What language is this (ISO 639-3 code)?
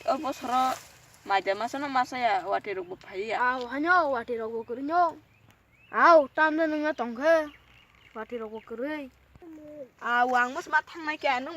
trp